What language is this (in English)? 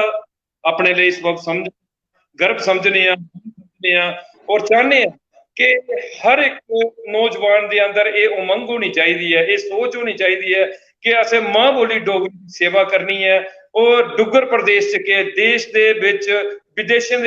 Dogri